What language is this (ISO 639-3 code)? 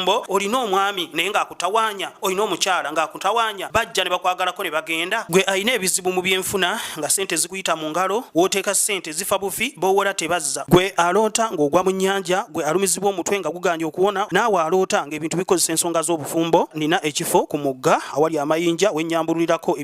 lug